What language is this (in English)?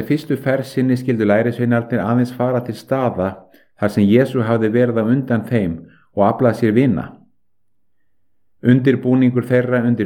Icelandic